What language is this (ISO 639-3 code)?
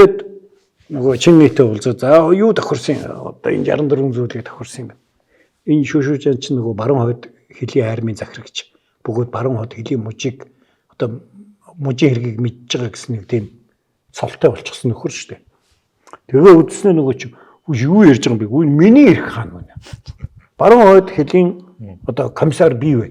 mon